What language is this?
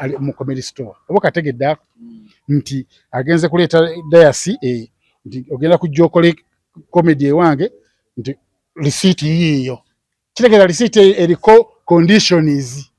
Ganda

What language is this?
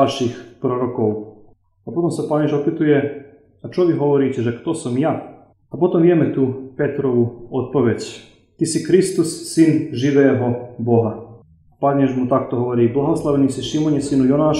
Slovak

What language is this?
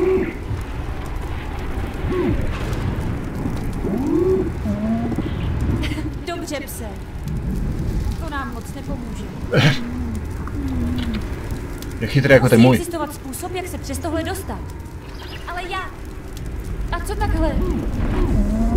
Czech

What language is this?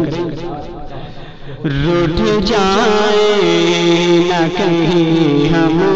Urdu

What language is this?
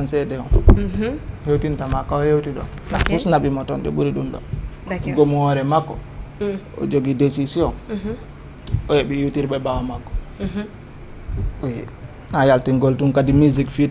Fula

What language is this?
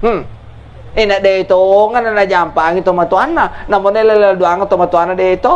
Buginese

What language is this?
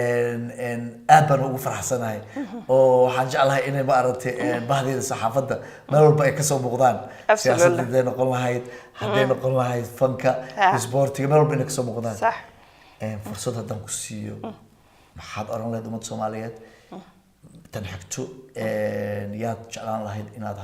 Somali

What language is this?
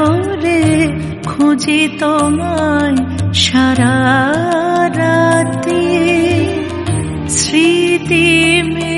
Bangla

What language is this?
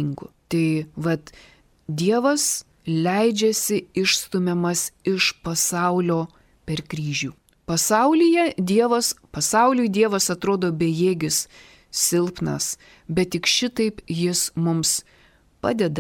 Lithuanian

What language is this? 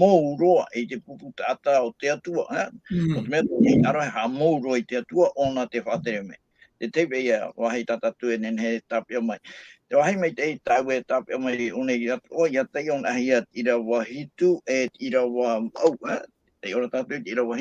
Tahitian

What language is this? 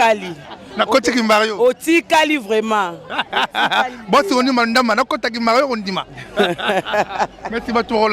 Lingala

